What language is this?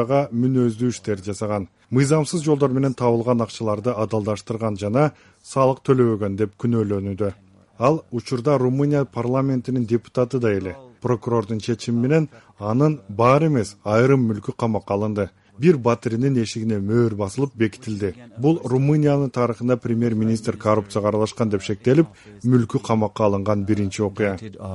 Kyrgyz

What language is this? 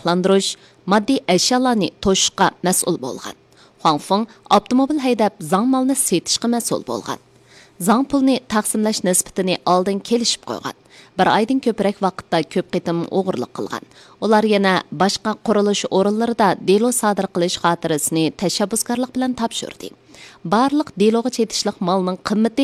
Uyghur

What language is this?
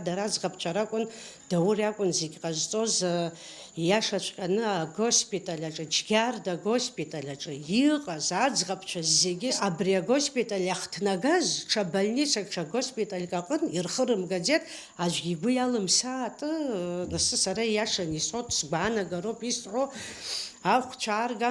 Abkhazian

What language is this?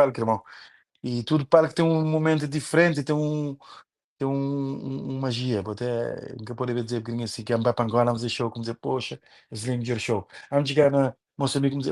Kabuverdianu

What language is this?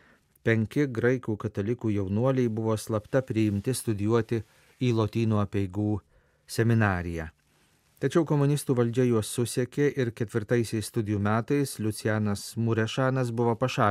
Lithuanian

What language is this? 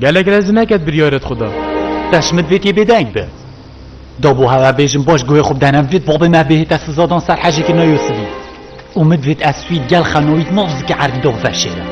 Kurdish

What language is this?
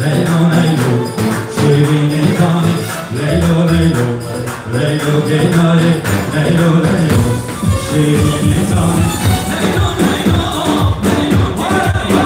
Kurdish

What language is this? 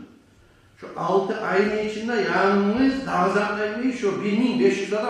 Kumyk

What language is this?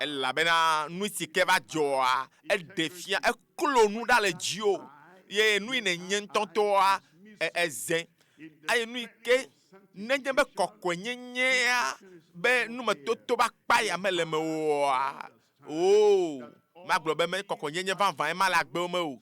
Ewe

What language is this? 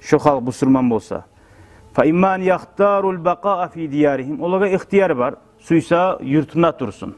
Kumyk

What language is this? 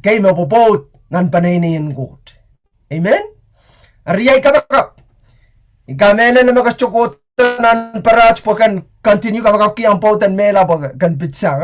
Pohnpeian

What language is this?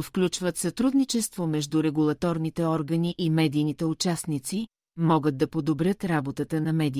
Bulgarian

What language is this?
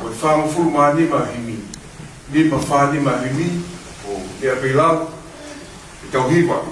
Tongan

